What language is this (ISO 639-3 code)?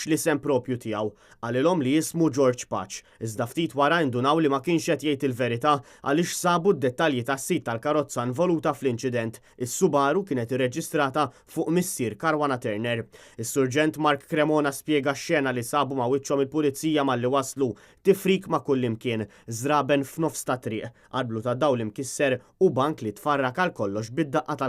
mlt